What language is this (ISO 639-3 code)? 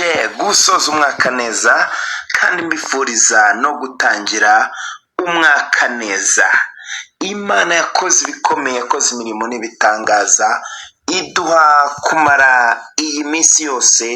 kin